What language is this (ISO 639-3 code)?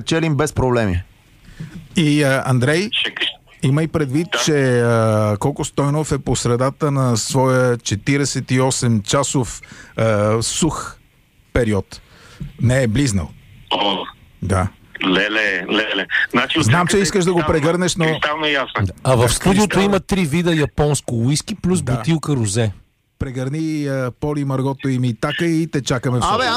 bul